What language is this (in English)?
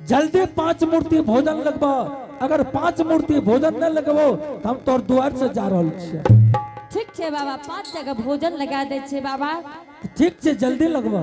Angika